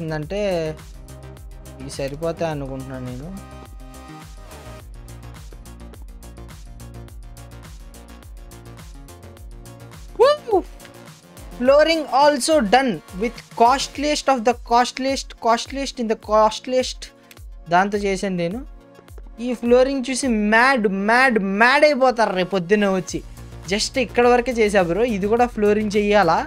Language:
Telugu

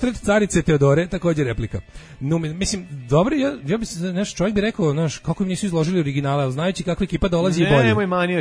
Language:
Serbian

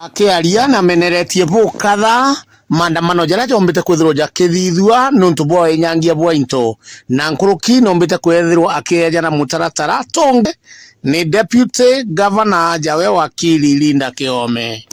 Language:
Meru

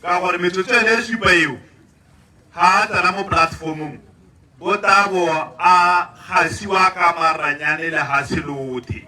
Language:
Tswana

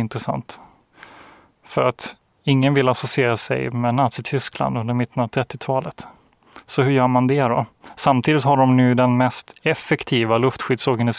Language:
Swedish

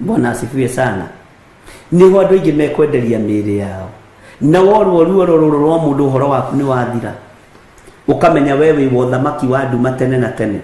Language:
Kikuyu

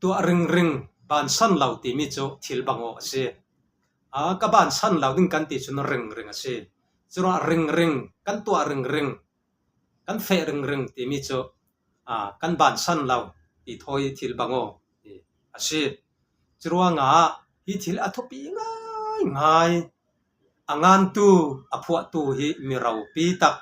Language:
Falam Chin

